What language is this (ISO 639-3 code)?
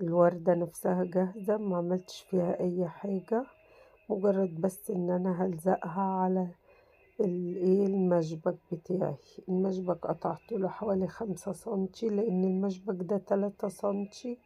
arz